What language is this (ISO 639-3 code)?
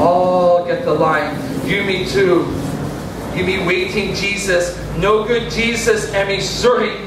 tpi